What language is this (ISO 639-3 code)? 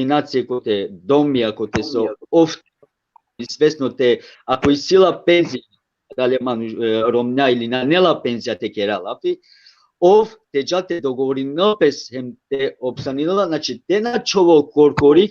rmn